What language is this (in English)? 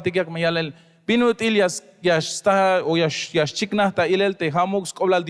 Tzeltal